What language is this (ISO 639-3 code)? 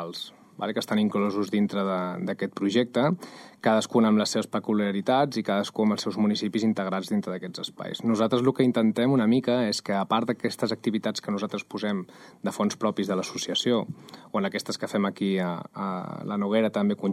cat